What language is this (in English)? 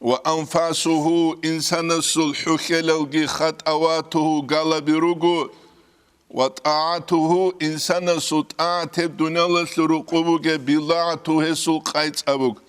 Avaric